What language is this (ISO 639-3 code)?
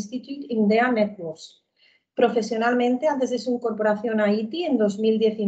spa